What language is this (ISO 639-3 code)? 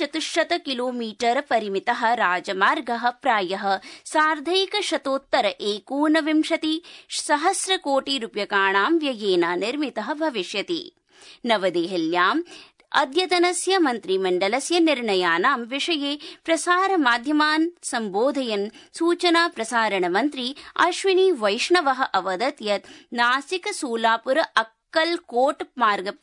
san